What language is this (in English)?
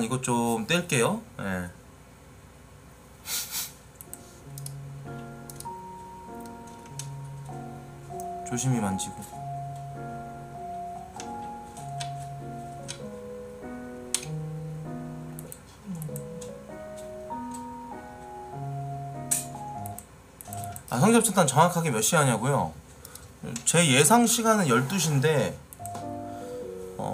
Korean